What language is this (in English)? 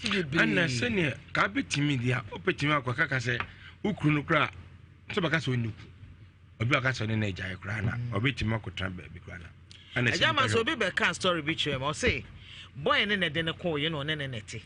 Akan